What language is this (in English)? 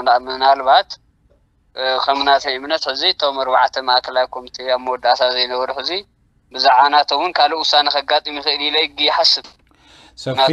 Tigrinya